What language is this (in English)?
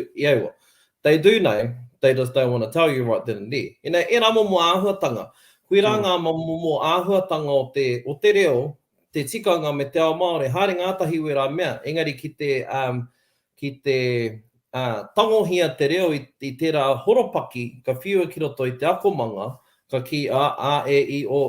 Māori